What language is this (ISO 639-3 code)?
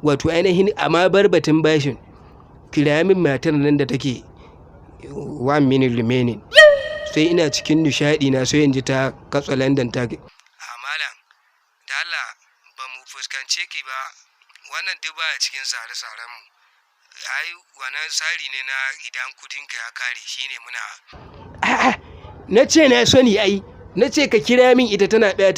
hau